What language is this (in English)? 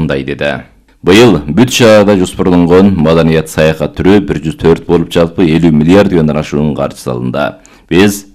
Kyrgyz